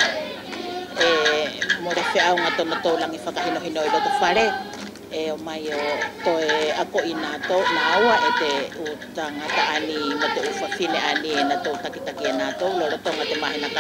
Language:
Wallisian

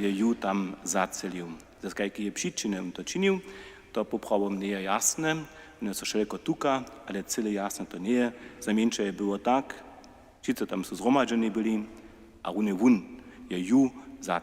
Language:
Upper Sorbian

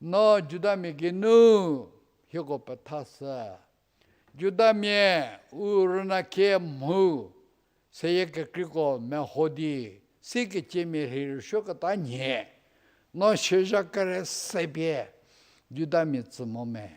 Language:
Angami Naga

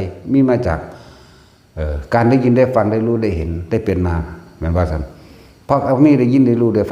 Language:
Northeastern Thai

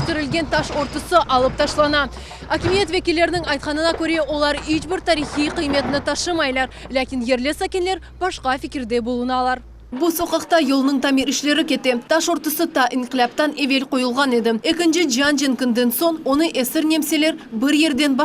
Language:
Crimean Tatar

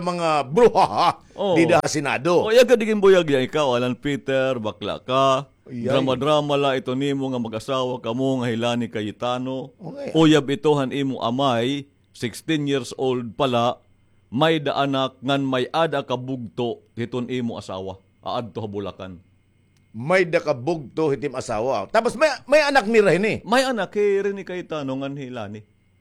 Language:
Waray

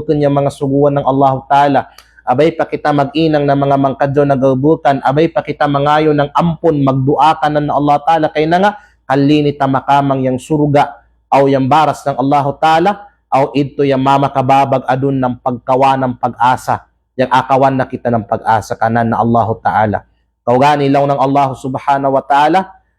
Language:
Kalagan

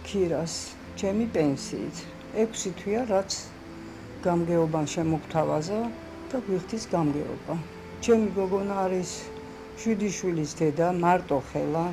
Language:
Georgian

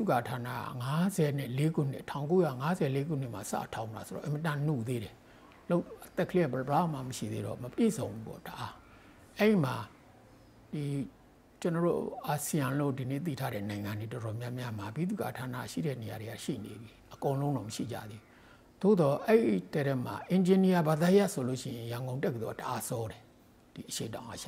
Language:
Burmese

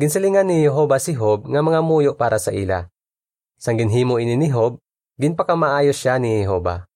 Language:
Hiligaynon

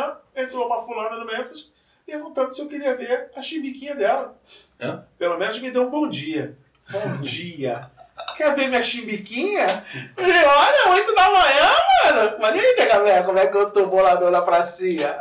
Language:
Portuguese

